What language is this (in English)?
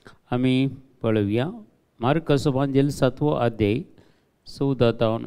Konkani